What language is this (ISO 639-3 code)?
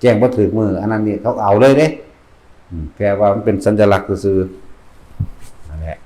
tts